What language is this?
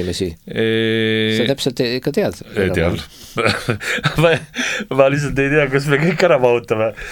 Estonian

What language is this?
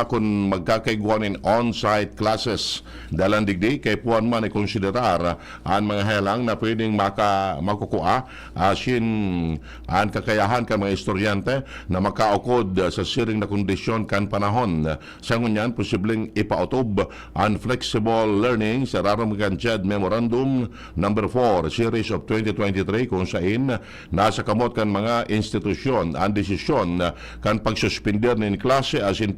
Bikol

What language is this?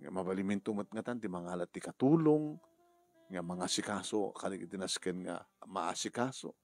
Iloko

